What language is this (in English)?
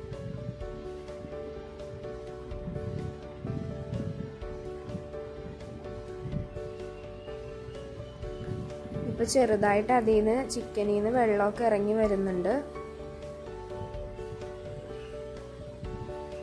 Malayalam